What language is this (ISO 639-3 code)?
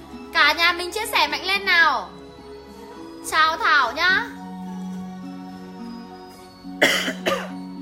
vie